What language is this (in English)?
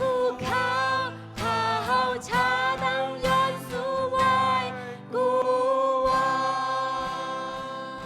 Shan